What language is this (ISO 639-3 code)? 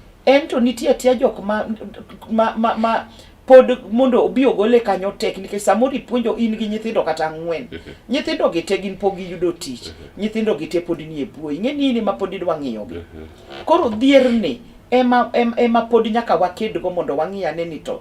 luo